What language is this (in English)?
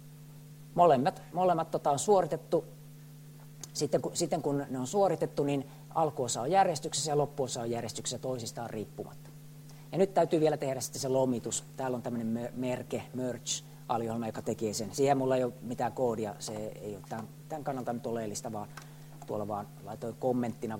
Finnish